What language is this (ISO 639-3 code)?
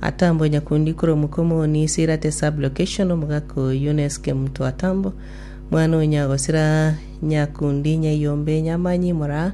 guz